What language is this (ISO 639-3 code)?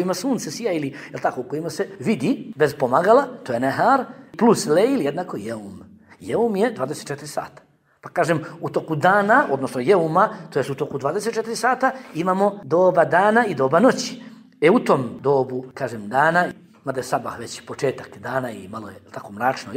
bos